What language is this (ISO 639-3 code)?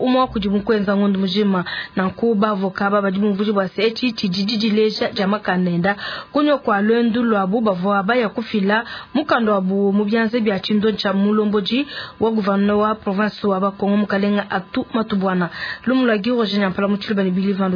lua